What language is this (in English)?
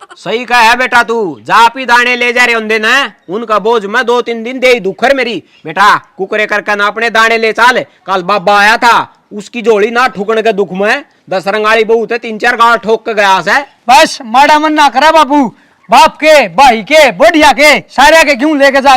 Haryanvi